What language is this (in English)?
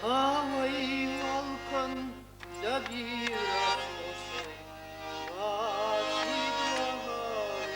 Ossetic